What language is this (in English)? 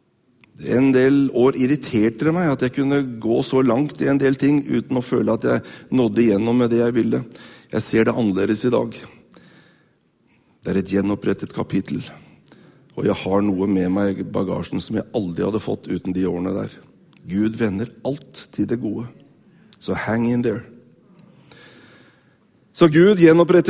Norwegian